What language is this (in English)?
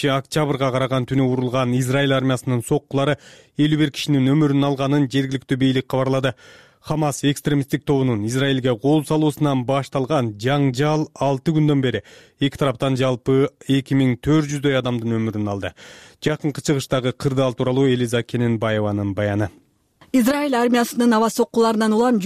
Kyrgyz